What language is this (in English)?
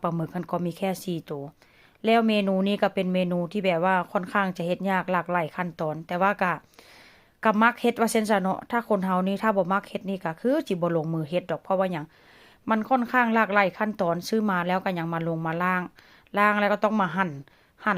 Northeastern Thai